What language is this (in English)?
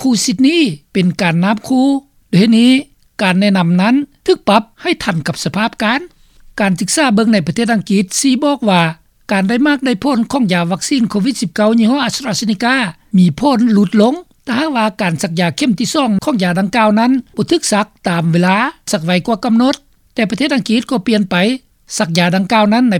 Lao